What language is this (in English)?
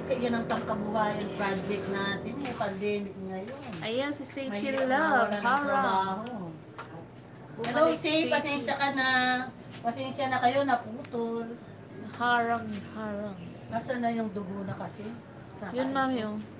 Filipino